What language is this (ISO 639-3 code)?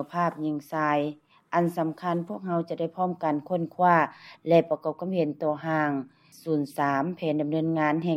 lao